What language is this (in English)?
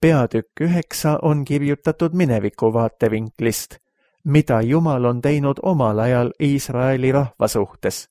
Estonian